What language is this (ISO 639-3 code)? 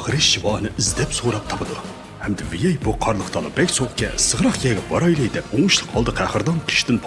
uig